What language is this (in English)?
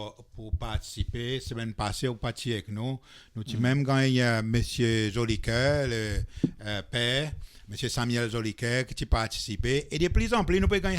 Seselwa Creole French